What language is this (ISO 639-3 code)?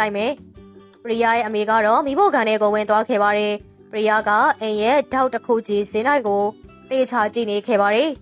mya